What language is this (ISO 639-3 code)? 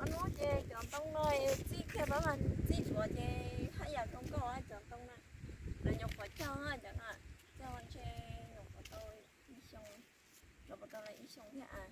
hmn